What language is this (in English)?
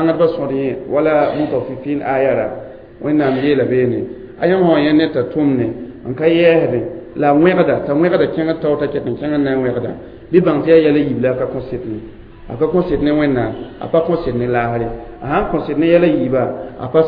Mossi